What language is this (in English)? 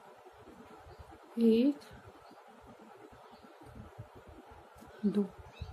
Hindi